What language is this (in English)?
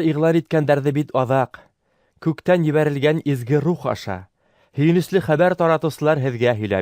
Bashkir